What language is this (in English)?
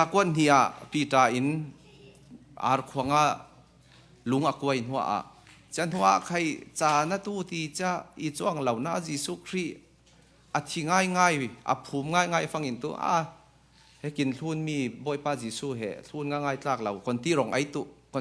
Falam Chin